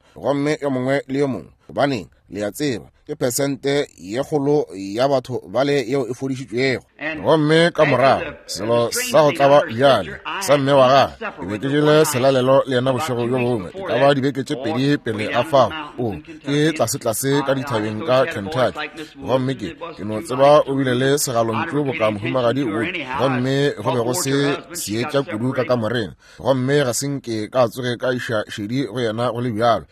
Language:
Northern Sotho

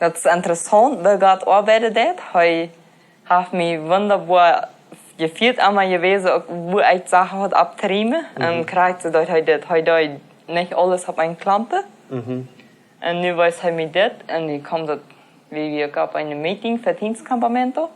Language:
Plautdietsch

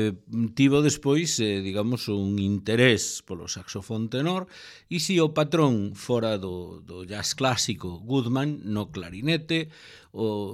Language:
Galician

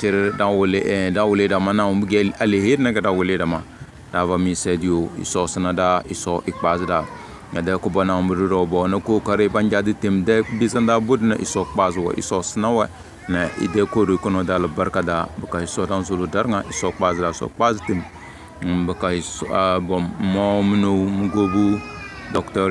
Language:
Tem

